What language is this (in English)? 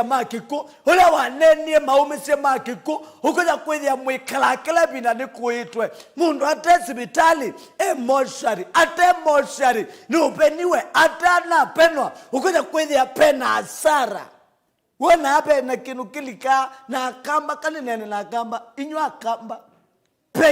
Kamba